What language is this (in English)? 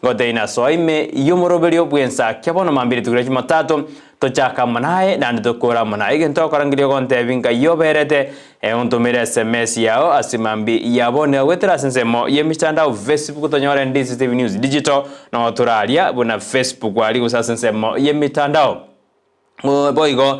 Gusii